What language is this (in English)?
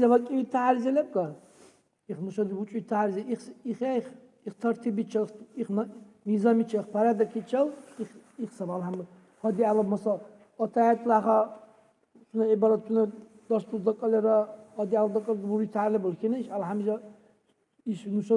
Dargwa